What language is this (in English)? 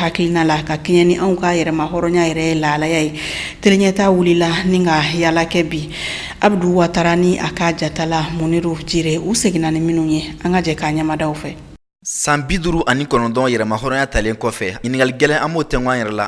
Bambara